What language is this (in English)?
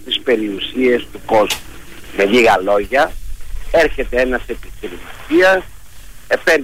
Greek